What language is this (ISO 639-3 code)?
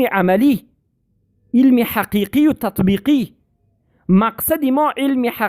fas